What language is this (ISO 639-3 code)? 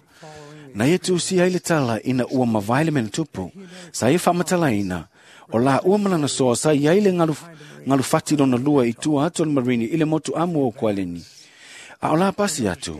smo